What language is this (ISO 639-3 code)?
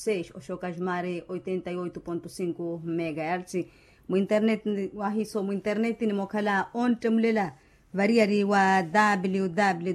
vmw